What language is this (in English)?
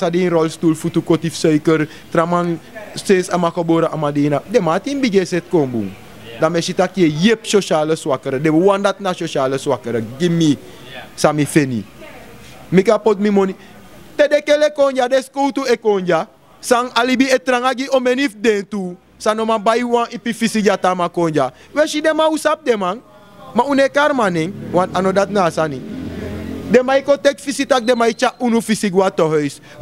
Sranan Tongo